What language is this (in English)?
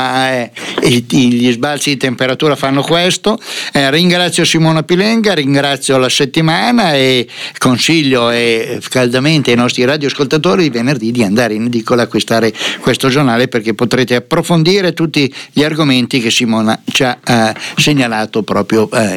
Italian